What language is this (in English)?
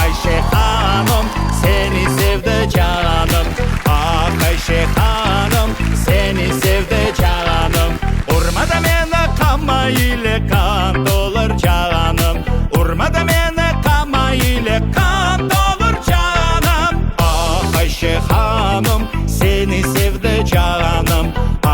Crimean Tatar